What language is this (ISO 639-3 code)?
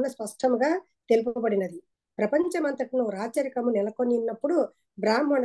tel